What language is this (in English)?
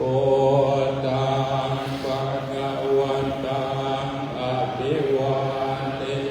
Pali